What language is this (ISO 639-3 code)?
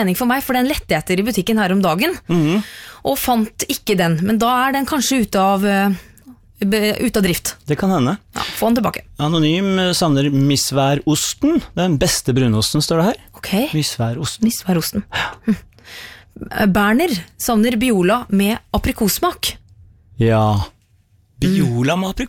nor